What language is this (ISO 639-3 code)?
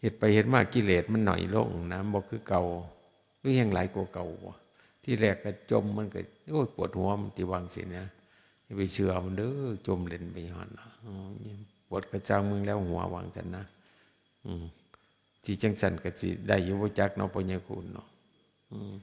tts